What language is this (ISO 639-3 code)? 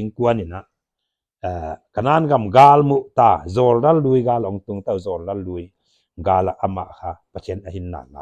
pck